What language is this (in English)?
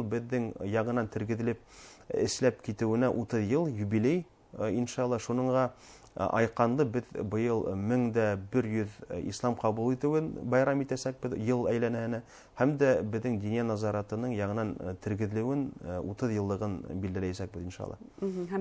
Bashkir